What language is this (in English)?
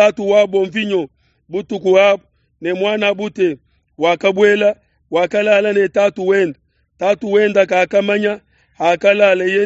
Luba-Lulua